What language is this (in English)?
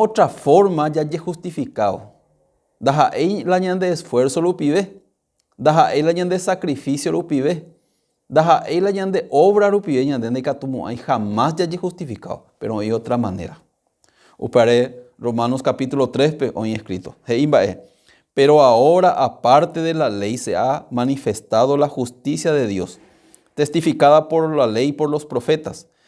Guarani